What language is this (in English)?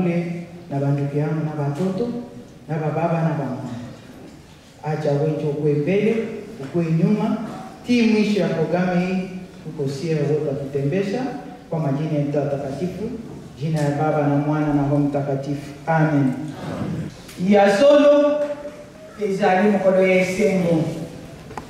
Swahili